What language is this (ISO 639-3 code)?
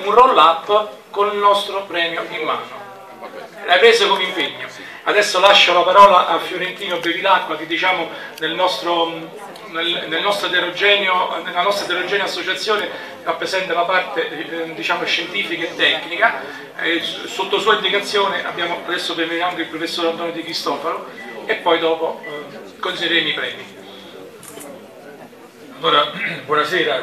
ita